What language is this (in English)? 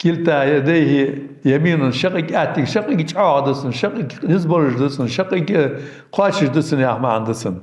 Ingush